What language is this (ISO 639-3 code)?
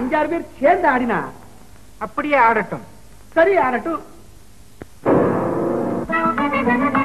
tam